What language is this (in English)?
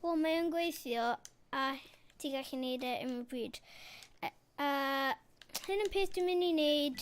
Welsh